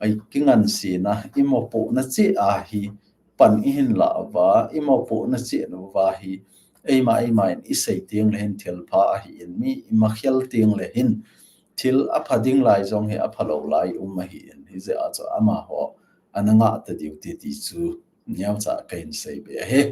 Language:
Thado Chin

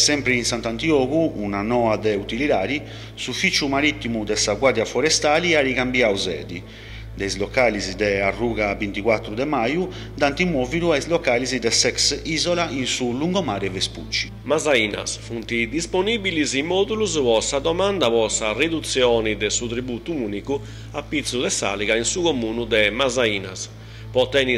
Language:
Sardinian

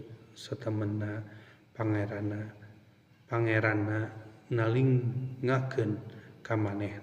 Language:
Sundanese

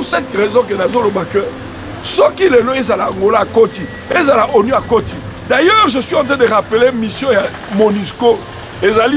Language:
Lingala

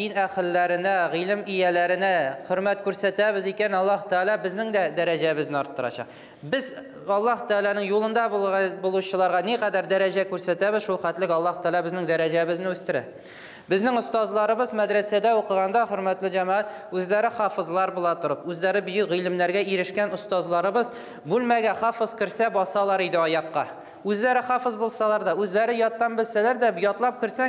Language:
Tatar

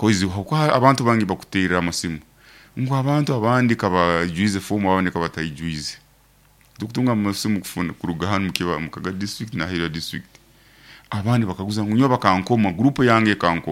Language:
Nyankole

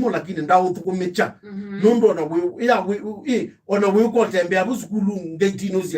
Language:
Kamba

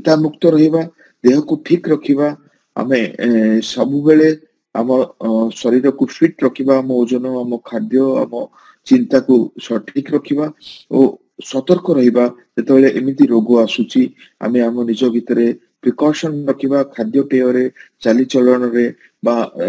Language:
Odia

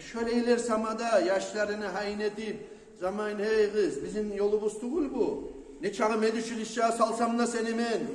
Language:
Kumyk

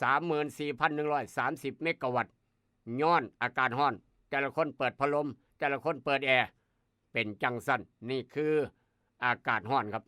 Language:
Northeastern Thai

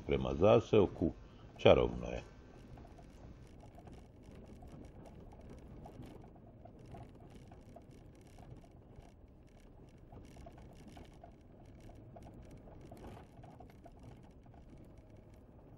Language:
Croatian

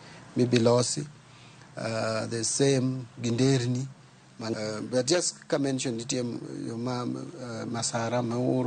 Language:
Luo (Kenya and Tanzania)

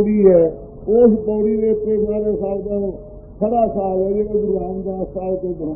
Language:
Punjabi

